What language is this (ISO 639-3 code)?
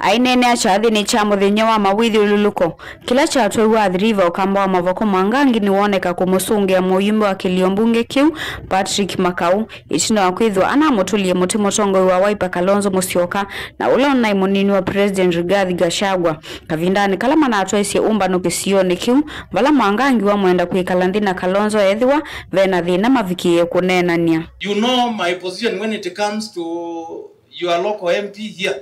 kam